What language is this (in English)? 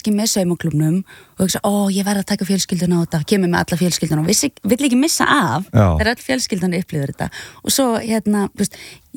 Icelandic